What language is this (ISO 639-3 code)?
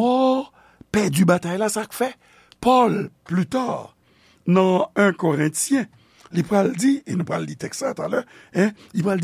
hat